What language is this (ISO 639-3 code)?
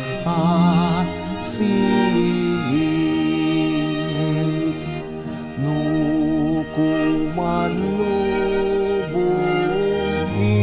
ilo